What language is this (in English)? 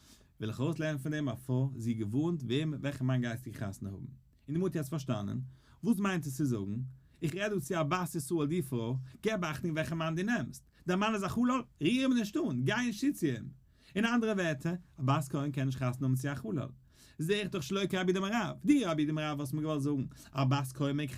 Yiddish